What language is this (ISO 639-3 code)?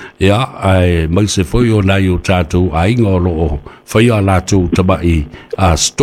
smo